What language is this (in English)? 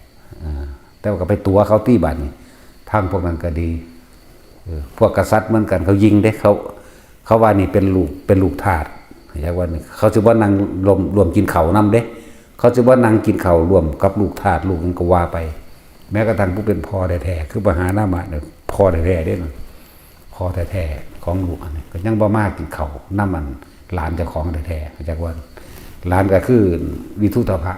Northeastern Thai